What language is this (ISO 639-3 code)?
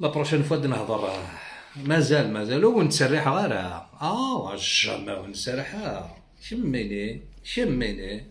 arq